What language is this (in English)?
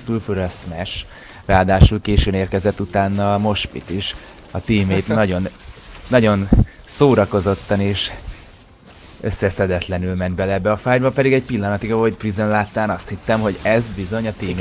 Hungarian